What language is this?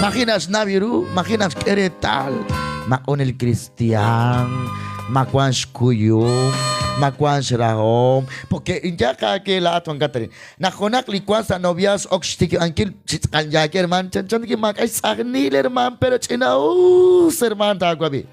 Kekchí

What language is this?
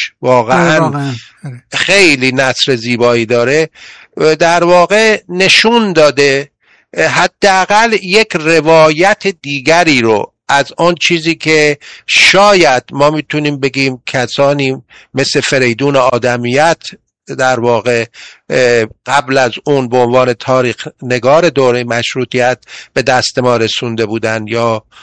Persian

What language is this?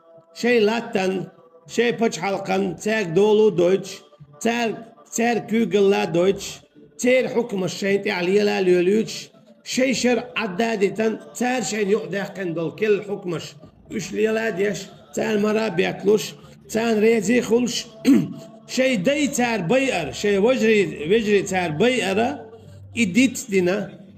Chechen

